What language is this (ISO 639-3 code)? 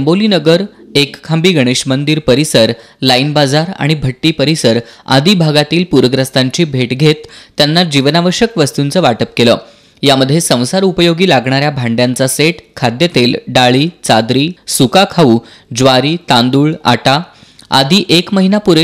mar